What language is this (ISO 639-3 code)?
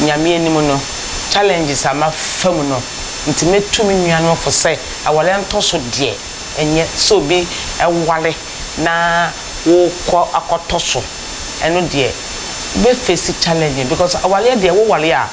aka